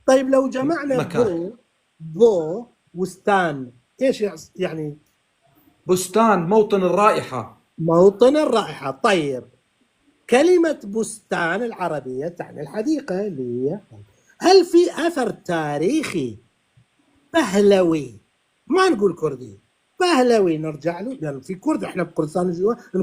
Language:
North Levantine Arabic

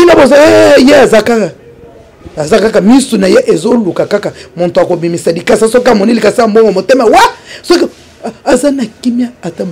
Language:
Lingala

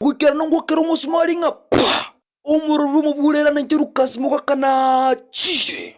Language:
Gusii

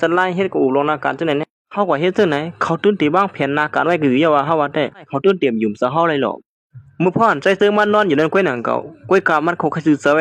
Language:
Shan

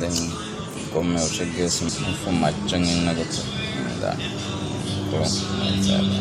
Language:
Divehi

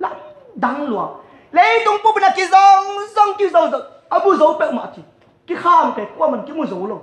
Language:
Tedim Chin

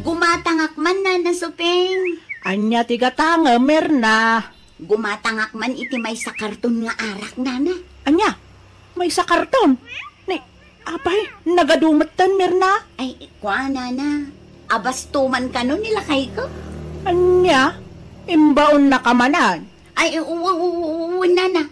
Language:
Iloko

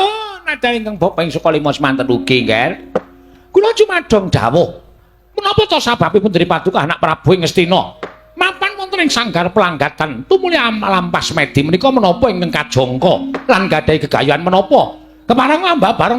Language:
Javanese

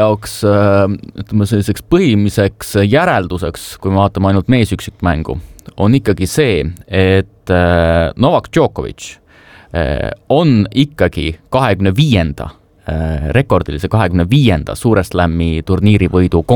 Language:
Estonian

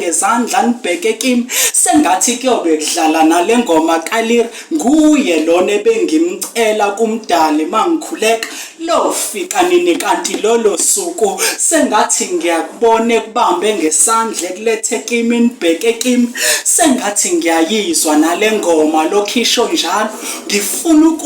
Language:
Zulu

